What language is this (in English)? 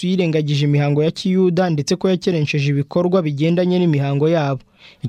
Kinyarwanda